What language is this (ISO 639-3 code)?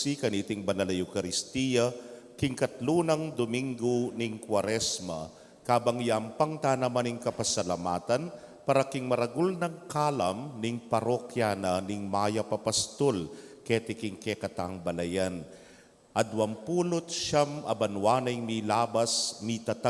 pam